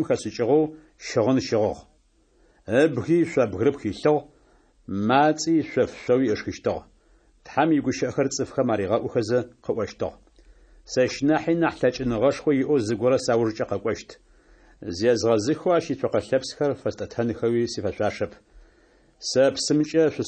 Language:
Adyghe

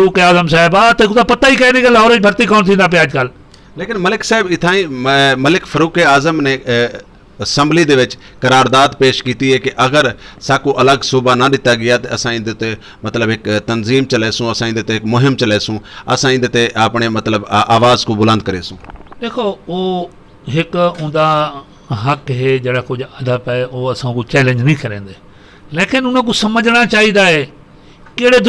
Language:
Saraiki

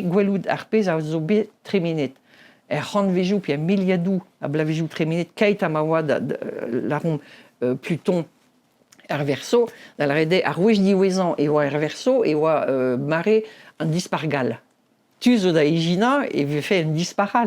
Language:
Breton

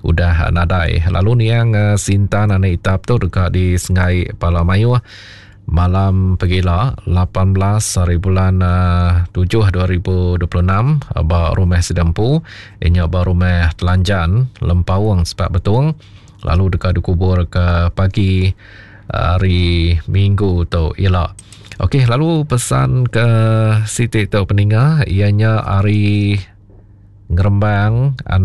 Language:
Iban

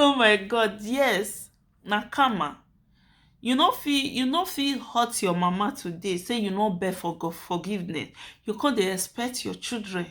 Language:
Nigerian Pidgin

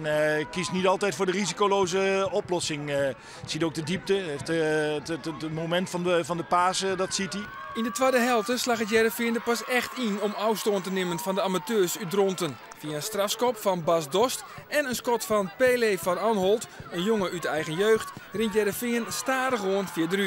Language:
Western Frisian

